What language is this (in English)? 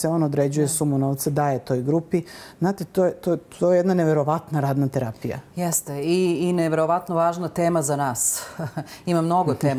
Serbian